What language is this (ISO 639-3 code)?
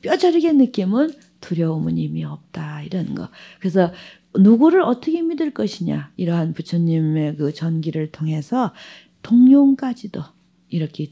kor